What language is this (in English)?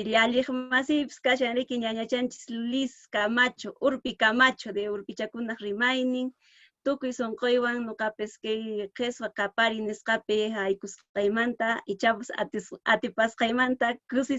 Quechua